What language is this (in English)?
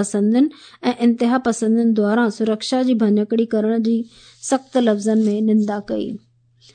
Sindhi